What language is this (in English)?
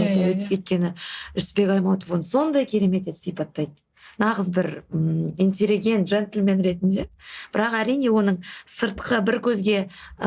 Kazakh